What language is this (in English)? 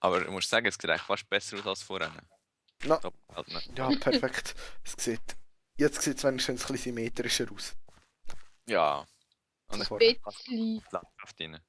Swiss German